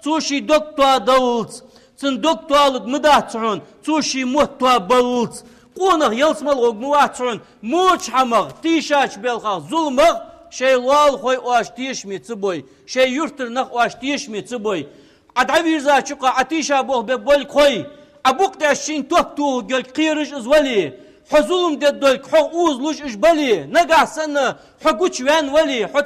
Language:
Ingush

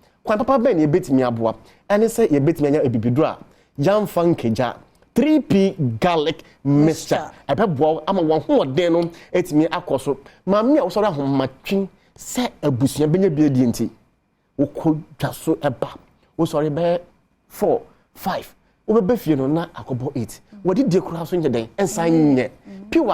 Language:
Akan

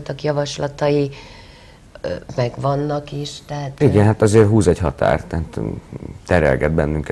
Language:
Hungarian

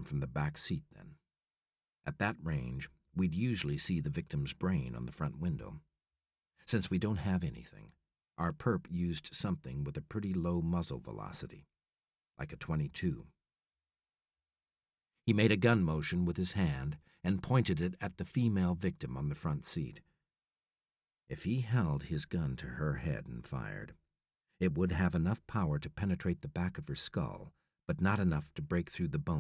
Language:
English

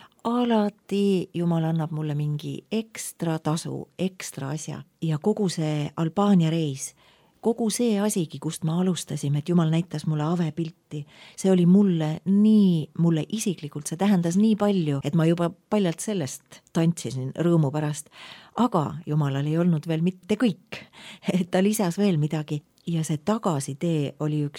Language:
Estonian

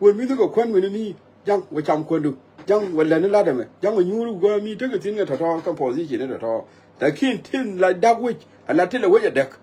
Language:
Nuer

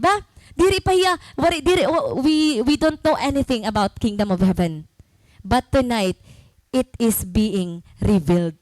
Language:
Waray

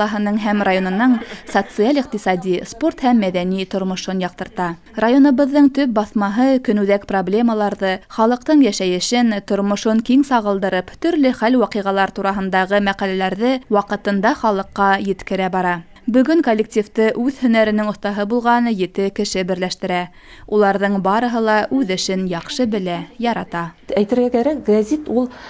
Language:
Bashkir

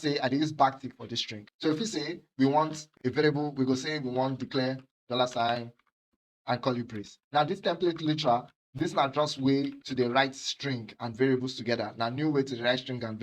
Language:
Nigerian Pidgin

